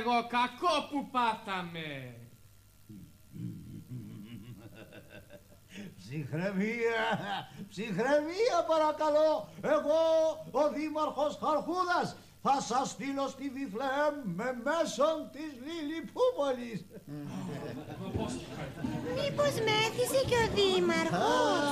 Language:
Greek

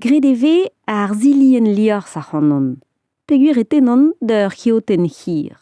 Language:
Breton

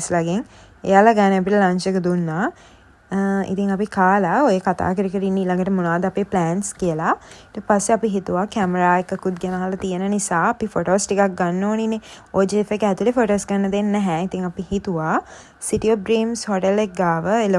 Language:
Sinhala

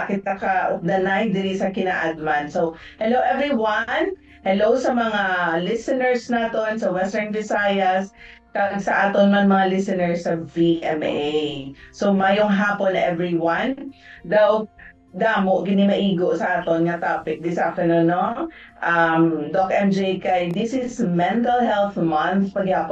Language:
Hiligaynon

